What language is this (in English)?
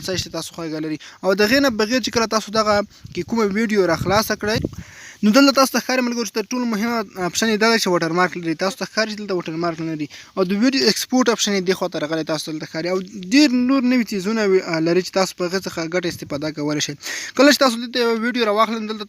Pashto